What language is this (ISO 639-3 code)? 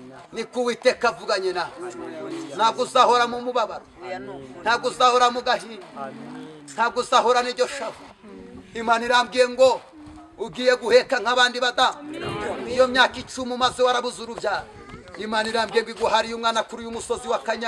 kin